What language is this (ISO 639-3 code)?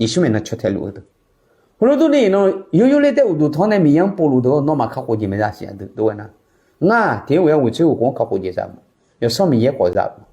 ahk